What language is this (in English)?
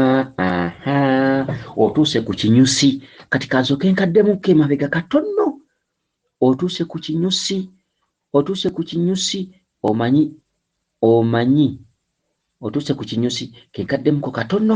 Ganda